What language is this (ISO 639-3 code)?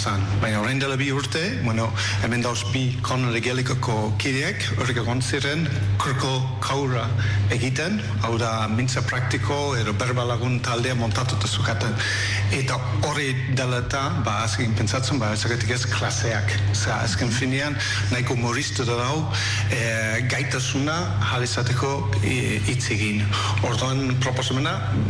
eus